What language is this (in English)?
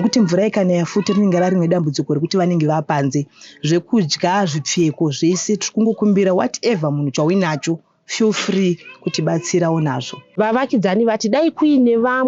Shona